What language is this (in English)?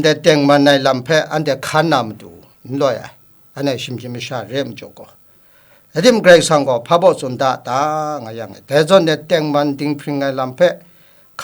Kachin